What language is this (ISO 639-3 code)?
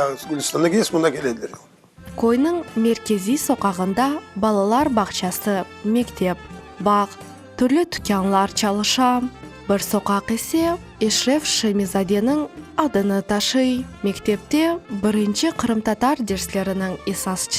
crh